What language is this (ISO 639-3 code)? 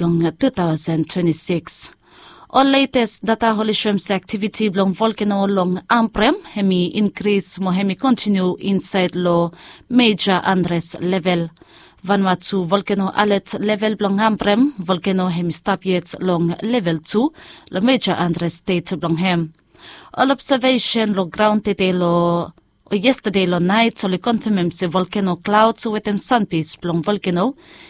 bis